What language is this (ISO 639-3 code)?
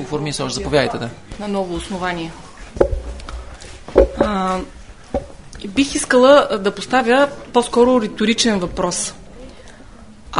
bul